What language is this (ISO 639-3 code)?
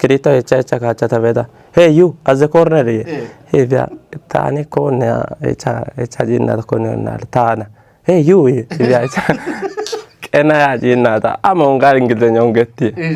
kbr